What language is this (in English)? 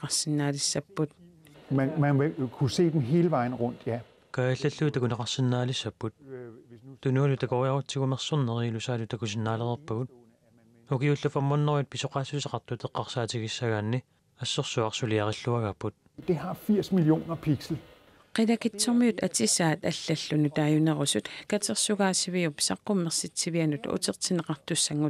Kalaallisut